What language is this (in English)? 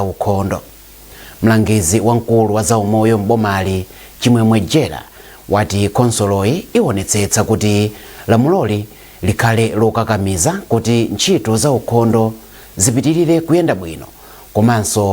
Nyanja